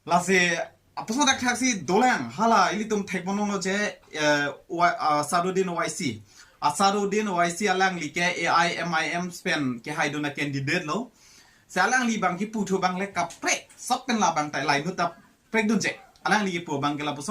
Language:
Karbi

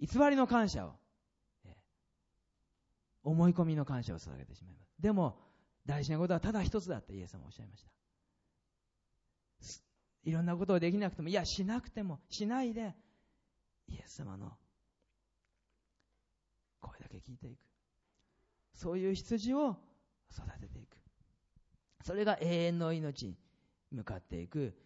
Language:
Japanese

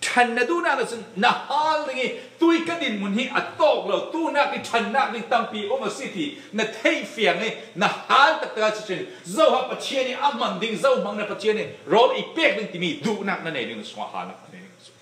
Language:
Falam Chin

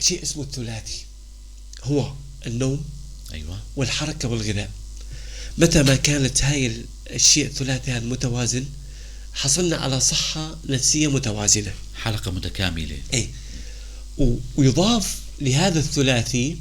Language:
North Levantine Arabic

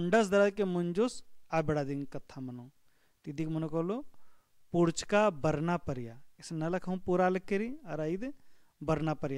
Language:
Kurukh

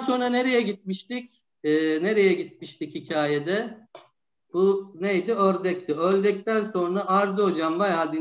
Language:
Turkish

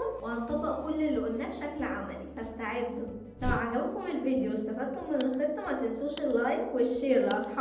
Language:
Egyptian Arabic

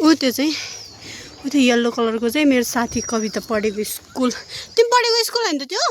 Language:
Nepali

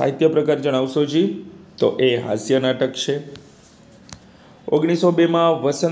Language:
Gujarati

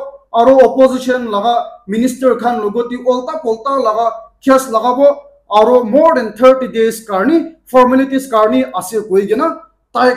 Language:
Naga Pidgin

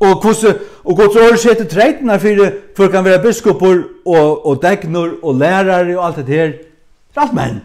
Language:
Faroese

